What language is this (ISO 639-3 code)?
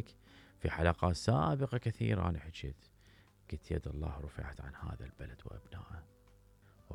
acm